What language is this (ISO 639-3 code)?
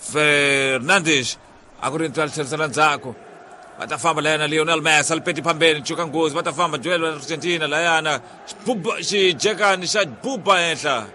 tso